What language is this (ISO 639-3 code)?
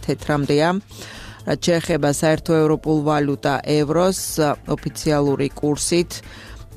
kat